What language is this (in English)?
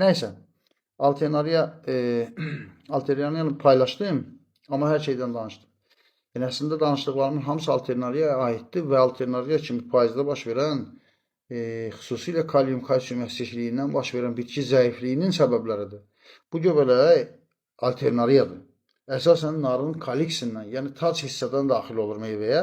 Azerbaijani